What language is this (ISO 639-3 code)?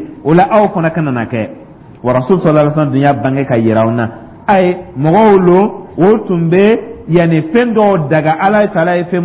dyu